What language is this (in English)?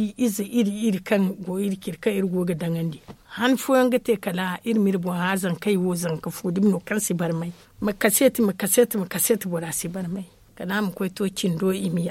Zarma